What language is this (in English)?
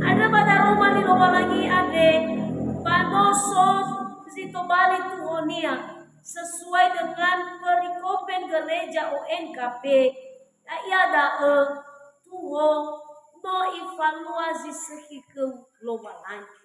Nias